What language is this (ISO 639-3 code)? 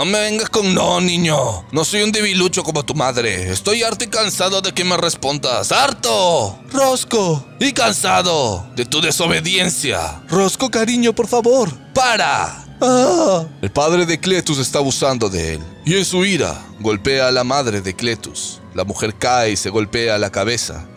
spa